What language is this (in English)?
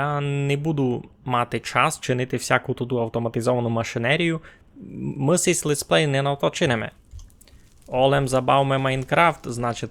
Rusyn